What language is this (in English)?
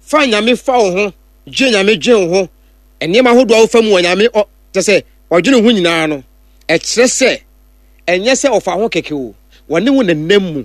Akan